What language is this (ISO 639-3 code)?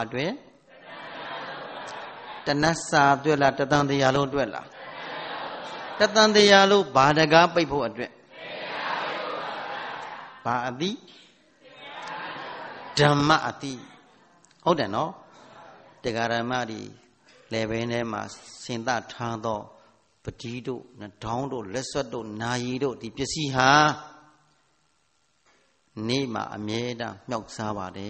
mya